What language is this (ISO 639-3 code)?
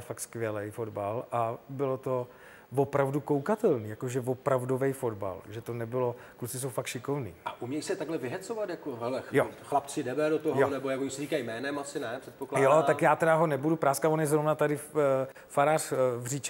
ces